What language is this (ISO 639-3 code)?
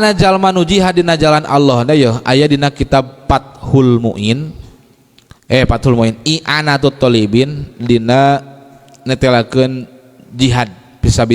sun